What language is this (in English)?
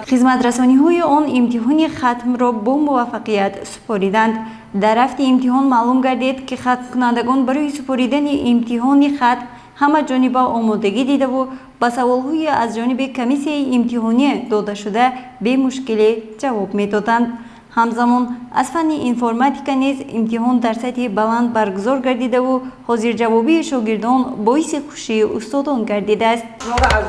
Tajik